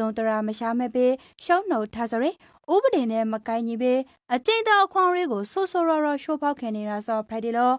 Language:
Rakhine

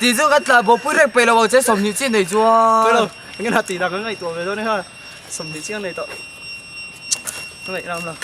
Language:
Mizo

